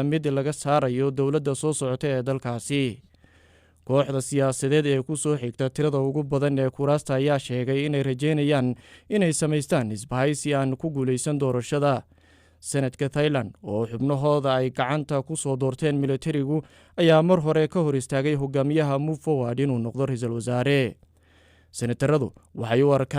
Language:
Somali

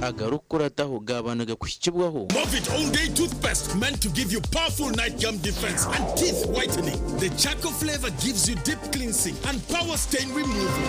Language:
Nyankole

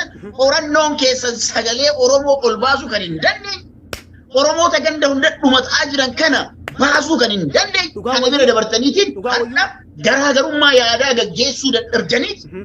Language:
Oromo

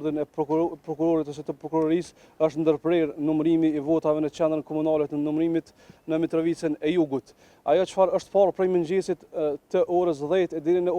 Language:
Albanian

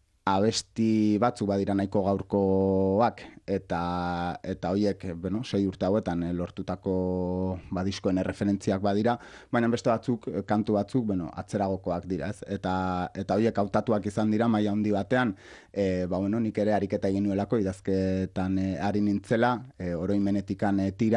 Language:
Basque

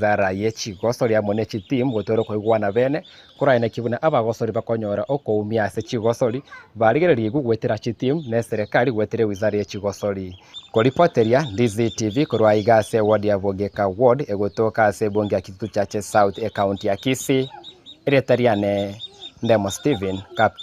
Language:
Gusii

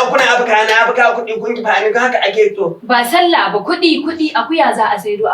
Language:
Hausa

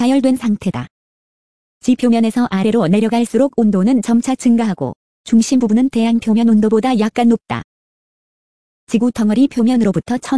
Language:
Korean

